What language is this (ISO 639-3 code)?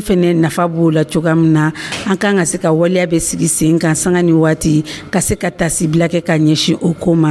dyu